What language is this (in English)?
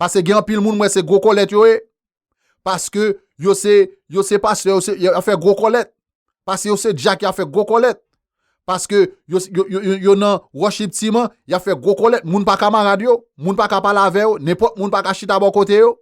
Haitian Creole